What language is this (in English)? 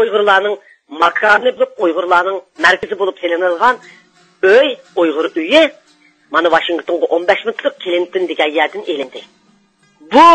Uyghur